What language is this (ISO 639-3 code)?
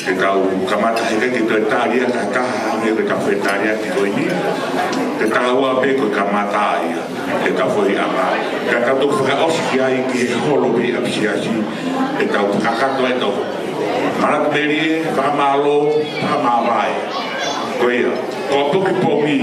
ton